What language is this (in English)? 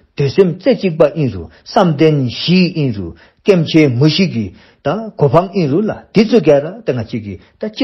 Dzongkha